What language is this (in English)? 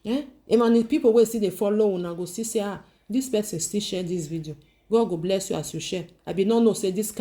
Nigerian Pidgin